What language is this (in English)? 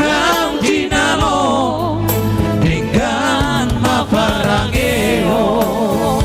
Batak Toba